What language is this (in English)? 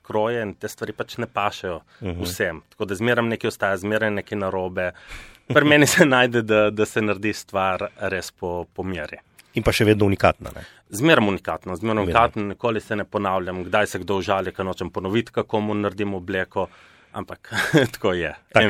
Slovenian